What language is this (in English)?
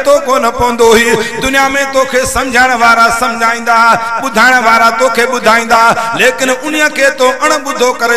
Sindhi